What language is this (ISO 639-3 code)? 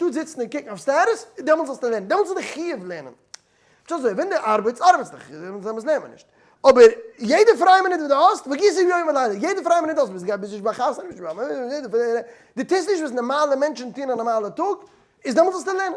yid